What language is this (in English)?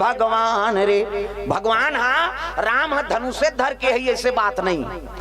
Chhattisgarhi